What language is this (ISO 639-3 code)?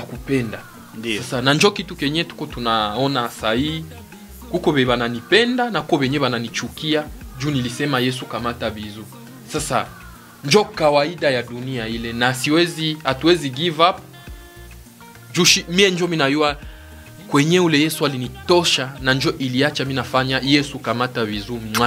swa